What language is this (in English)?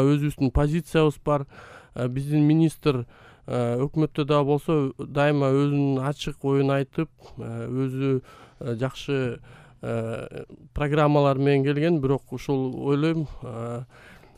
Kyrgyz